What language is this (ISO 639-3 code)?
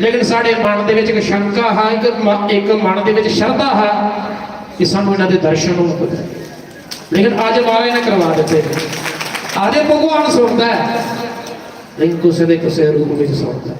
doi